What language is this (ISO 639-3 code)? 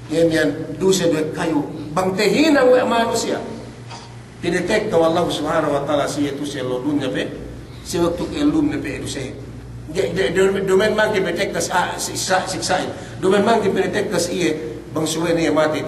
yka